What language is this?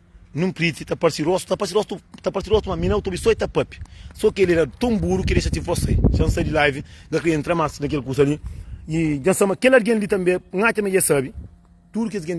Kabuverdianu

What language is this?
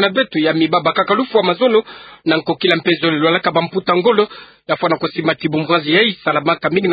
Kituba (Democratic Republic of Congo)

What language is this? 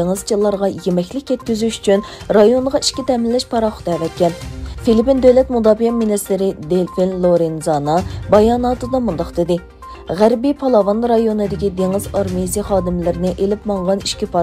Uyghur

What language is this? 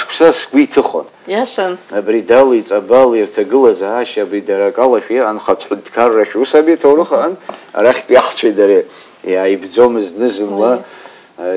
Abkhazian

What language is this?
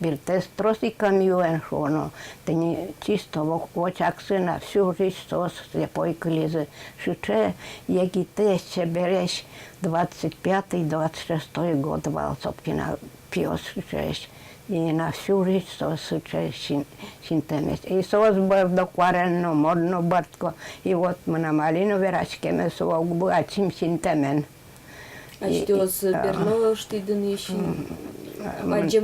Udmurt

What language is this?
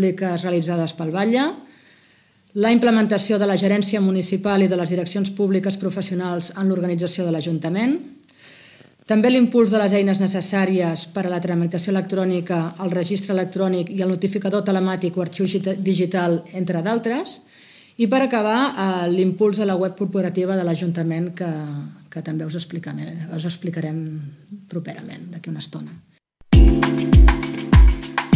Catalan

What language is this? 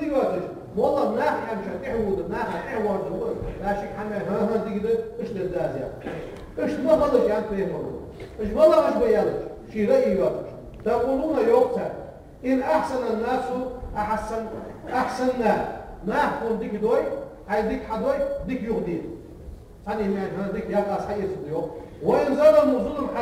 Ingush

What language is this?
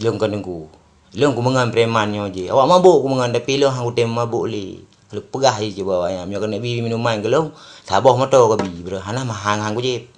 Achinese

